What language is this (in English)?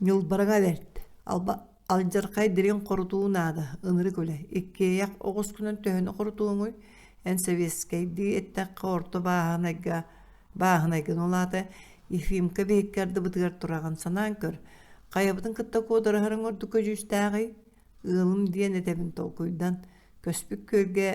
Yakut